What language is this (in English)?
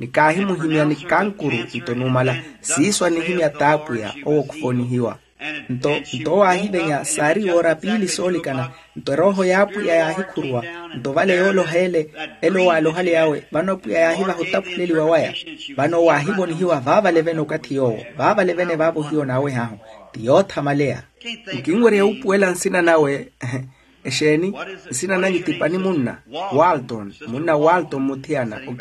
Makhuwa